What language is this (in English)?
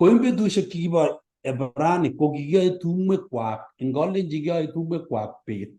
Kalenjin